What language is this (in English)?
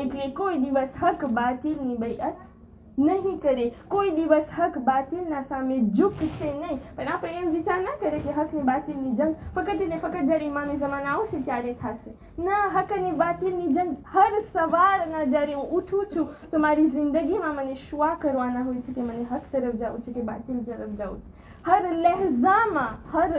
Gujarati